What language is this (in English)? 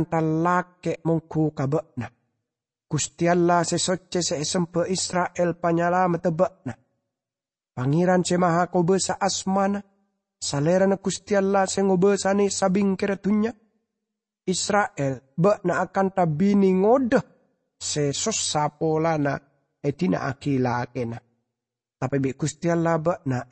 Madurese